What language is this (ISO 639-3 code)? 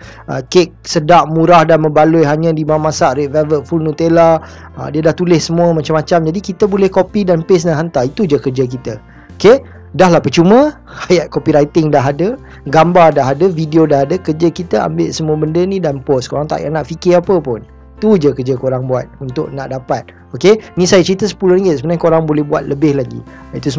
msa